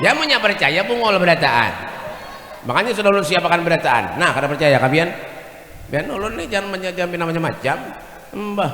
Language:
Banjar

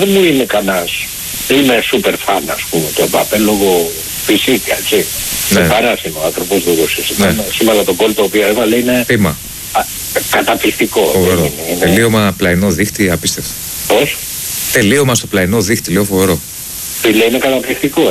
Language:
Greek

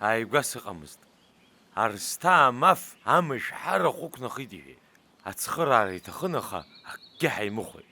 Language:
Abkhazian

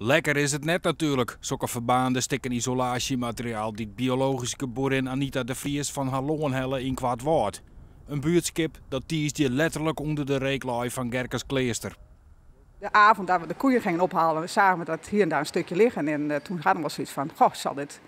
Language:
Western Frisian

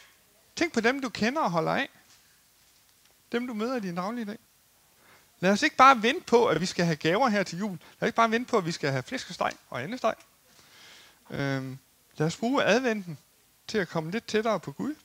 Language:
Danish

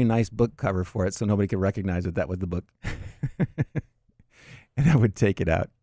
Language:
English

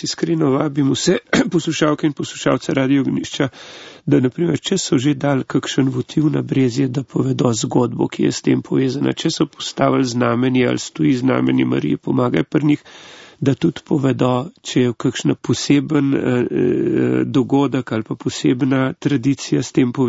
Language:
Slovenian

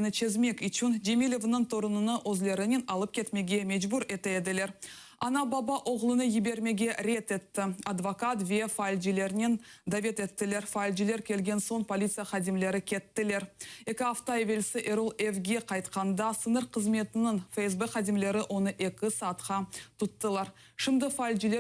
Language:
Crimean Tatar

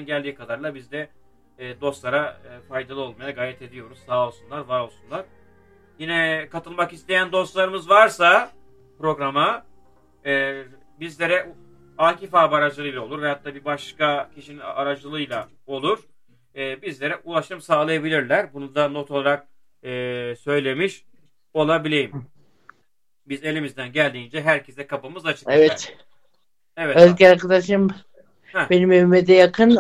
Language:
Turkish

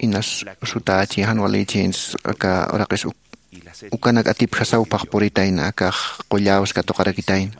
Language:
Aymara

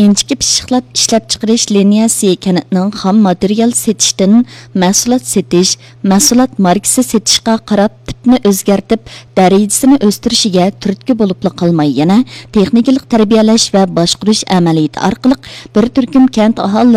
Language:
Uyghur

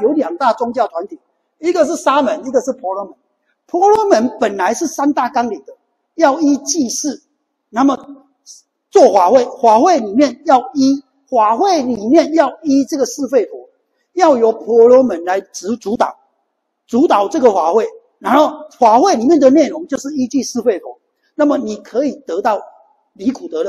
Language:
Chinese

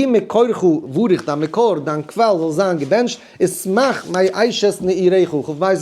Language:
Yiddish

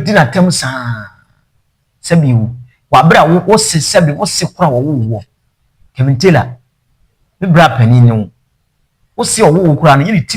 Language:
Akan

